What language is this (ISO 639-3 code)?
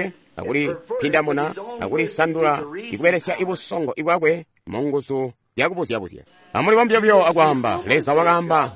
toi